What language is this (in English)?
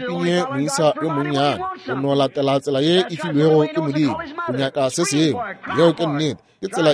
Northern Sotho